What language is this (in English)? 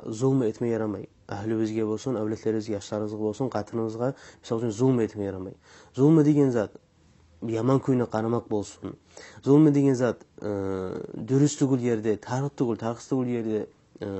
Kumyk